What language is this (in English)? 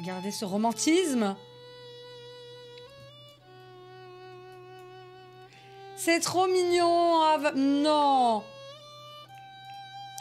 French